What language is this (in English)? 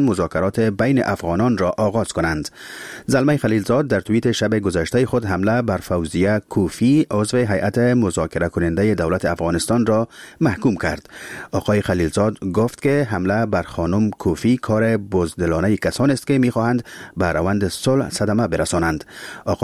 Persian